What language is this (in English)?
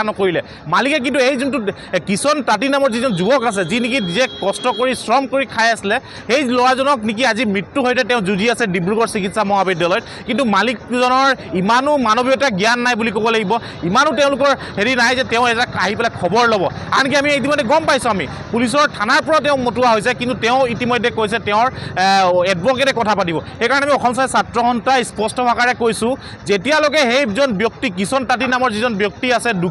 Assamese